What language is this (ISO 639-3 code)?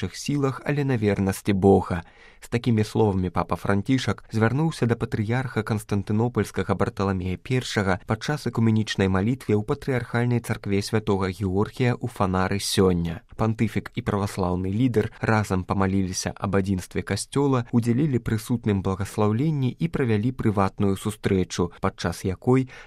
bel